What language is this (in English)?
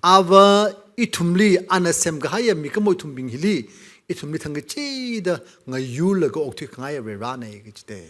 Tangkhul Naga (India)